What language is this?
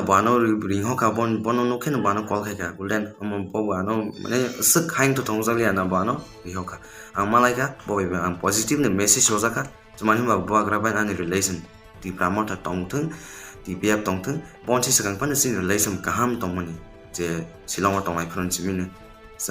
Riang (India)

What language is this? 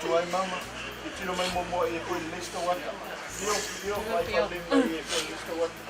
Samoan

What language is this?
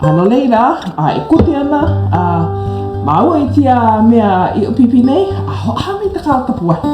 Hawaiian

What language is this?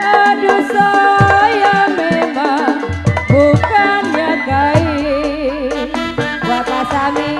Betawi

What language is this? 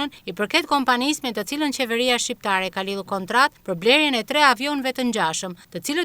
Albanian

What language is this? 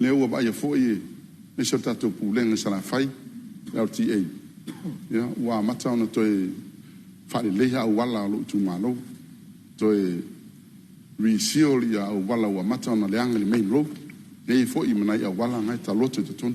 Samoan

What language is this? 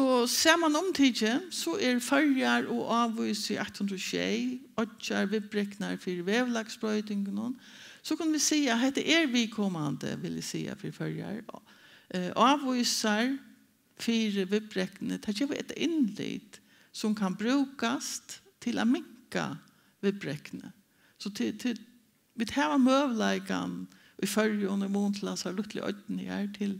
Faroese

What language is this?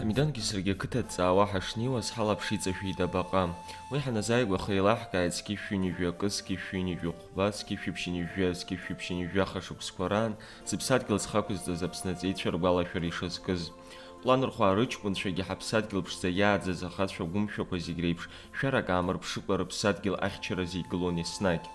Abkhazian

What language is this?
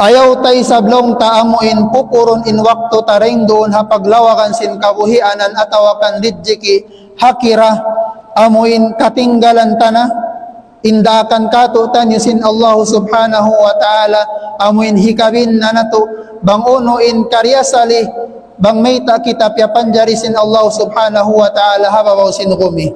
Tausug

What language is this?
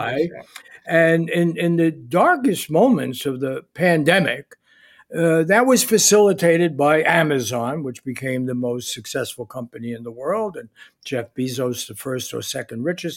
English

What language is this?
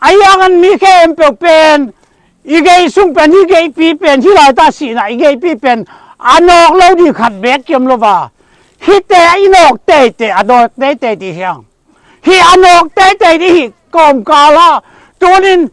Tedim Chin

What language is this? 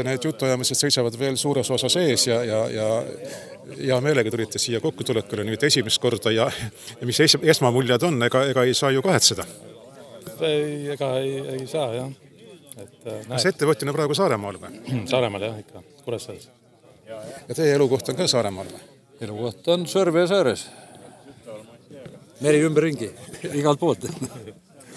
Estonian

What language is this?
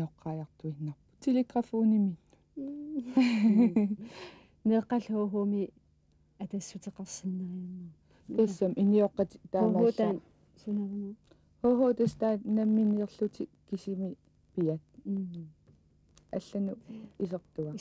Kalaallisut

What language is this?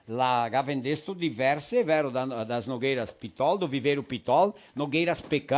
Venetian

